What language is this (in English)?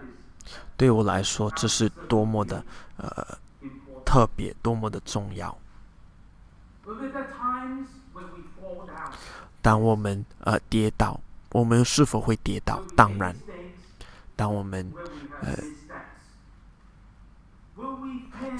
Chinese